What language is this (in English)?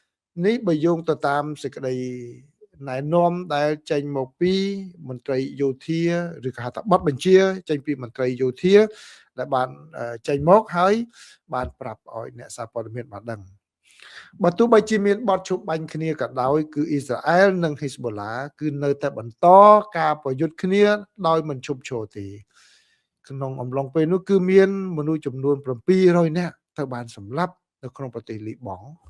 Khmer